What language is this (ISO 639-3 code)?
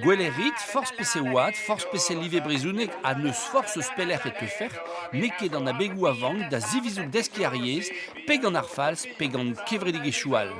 bre